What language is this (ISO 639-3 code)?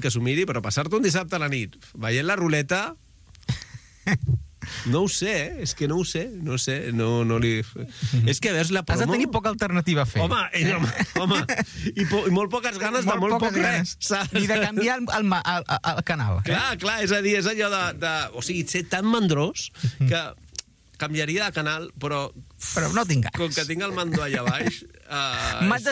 cat